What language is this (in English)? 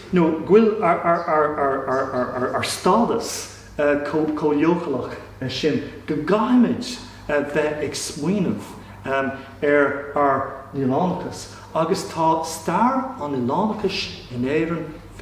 Irish